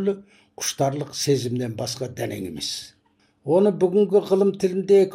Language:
Kazakh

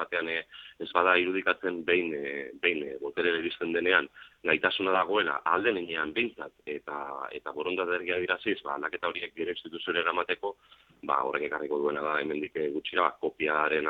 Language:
Basque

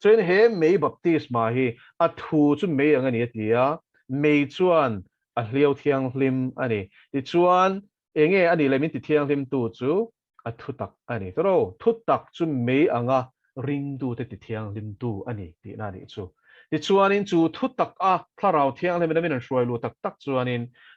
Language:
Mizo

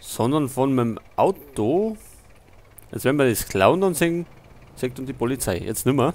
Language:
Bavarian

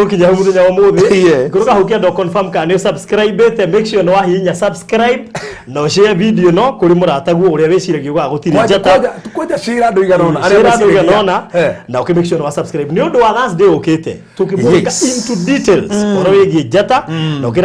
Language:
Kikuyu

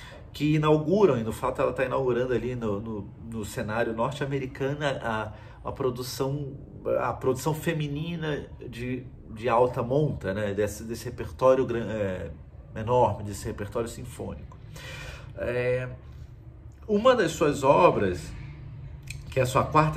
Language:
Portuguese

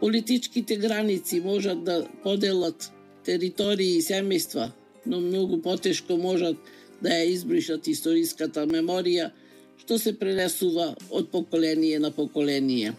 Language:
Macedonian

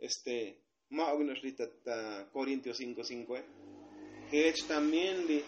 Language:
Tzotzil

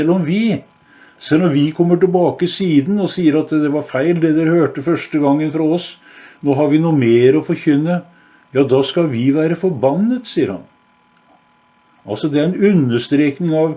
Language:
Norwegian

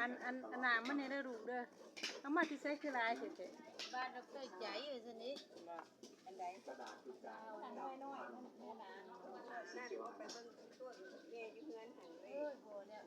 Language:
Lao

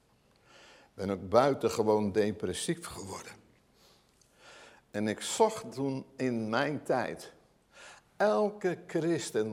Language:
Dutch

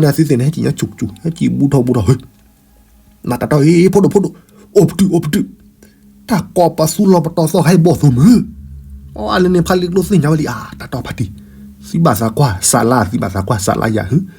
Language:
S'gaw Karen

